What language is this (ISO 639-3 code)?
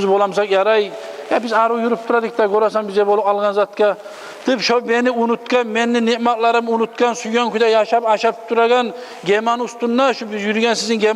kum